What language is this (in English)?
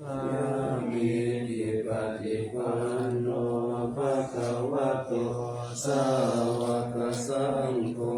Pali